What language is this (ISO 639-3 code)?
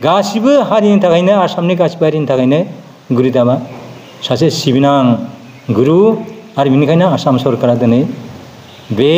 brx